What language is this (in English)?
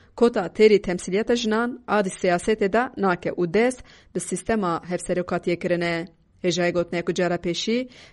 Kurdish